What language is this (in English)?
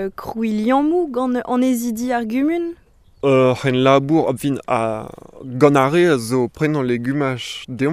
Breton